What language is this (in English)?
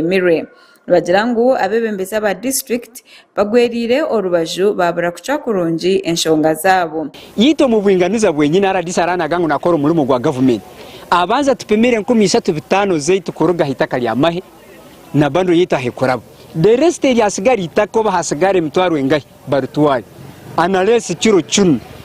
Nyankole